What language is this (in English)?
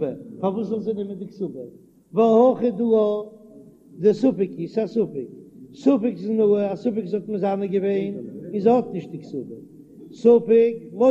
Yiddish